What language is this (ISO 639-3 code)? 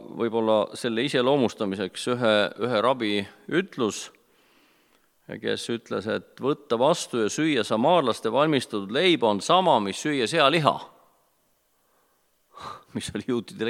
est